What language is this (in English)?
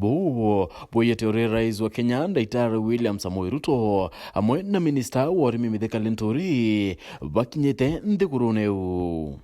Meru